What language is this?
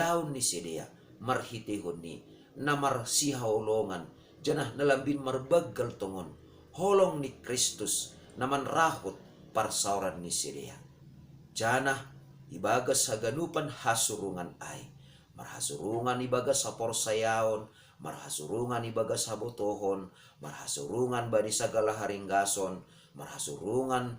Batak Simalungun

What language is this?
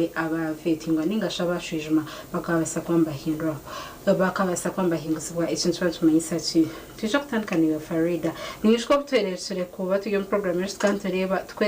Nyankole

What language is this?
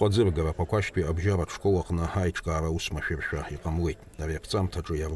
Abkhazian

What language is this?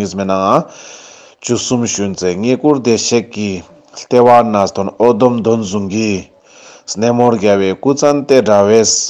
Ladakhi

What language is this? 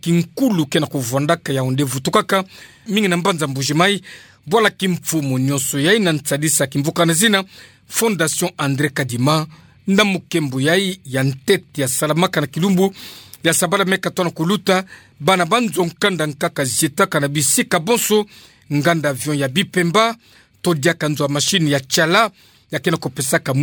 Kituba (Democratic Republic of Congo)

